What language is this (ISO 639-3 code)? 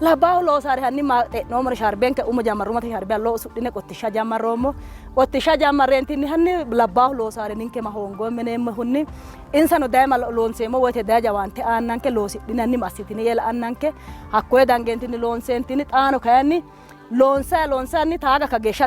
sid